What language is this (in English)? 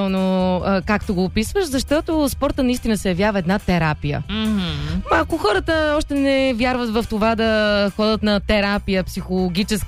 Bulgarian